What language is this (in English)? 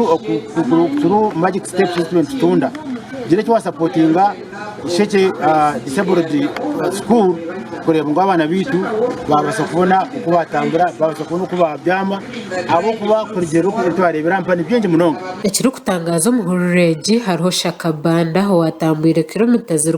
Nyankole